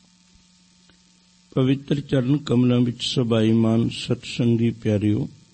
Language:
Punjabi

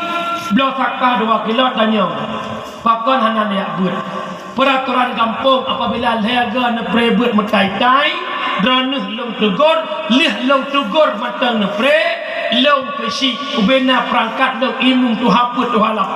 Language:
Achinese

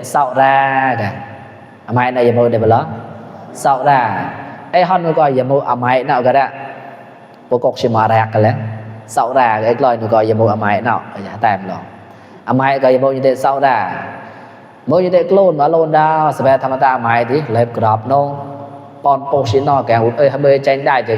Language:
Mon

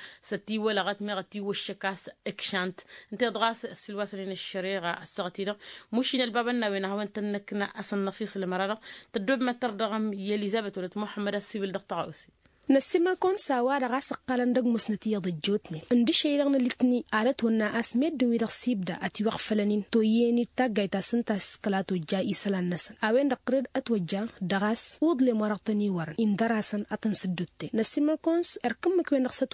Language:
Tamasheq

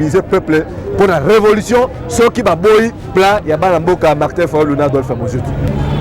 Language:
Lingala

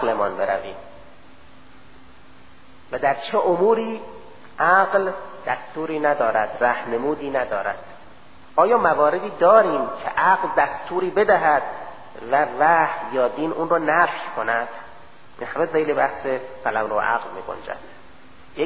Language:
Persian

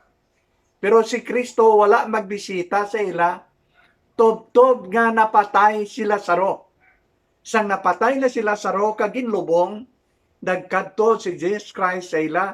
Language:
Hiligaynon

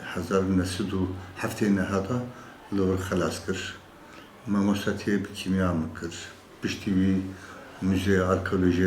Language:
Kurdish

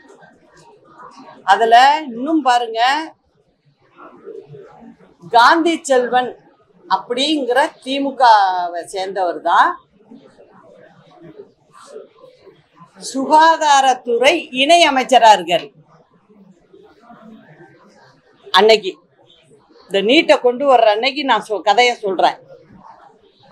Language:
Tamil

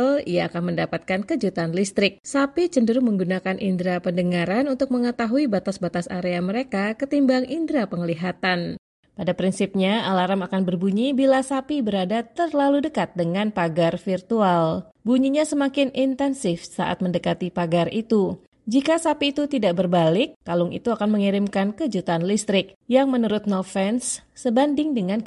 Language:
Indonesian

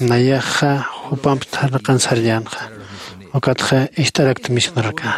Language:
Aymara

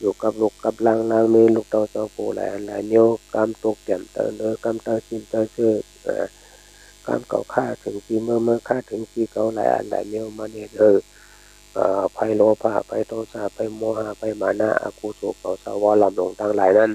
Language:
Shan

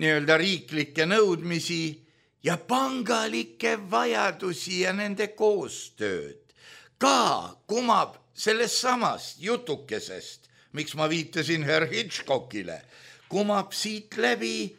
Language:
Estonian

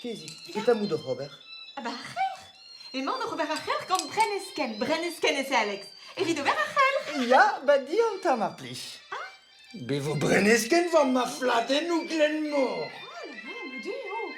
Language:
Breton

